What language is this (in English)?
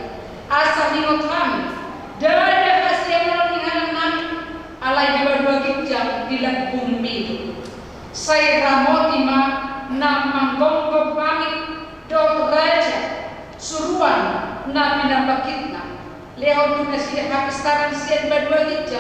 Batak Toba